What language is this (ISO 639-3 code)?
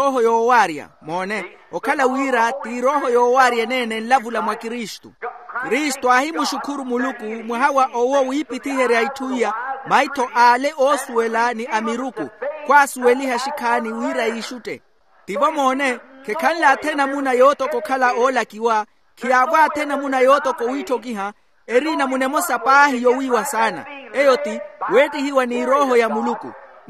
vmw